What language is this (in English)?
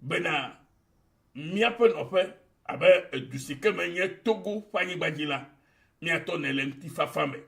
Ewe